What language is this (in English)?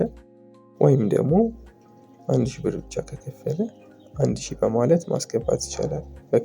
Amharic